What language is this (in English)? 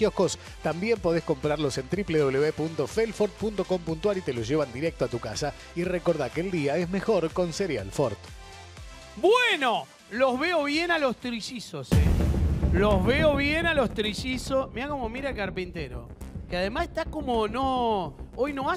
Spanish